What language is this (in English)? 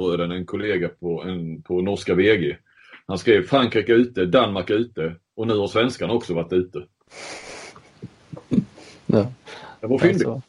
Swedish